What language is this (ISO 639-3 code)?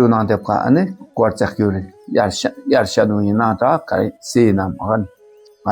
dka